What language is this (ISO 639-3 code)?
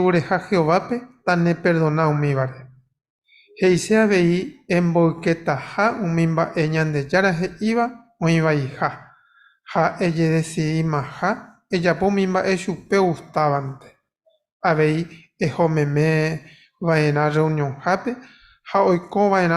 grn